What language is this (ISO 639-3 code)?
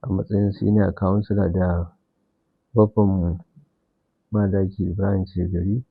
hau